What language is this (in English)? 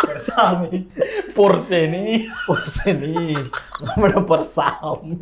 Makassar Malay